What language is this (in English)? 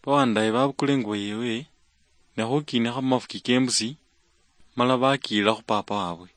Luyia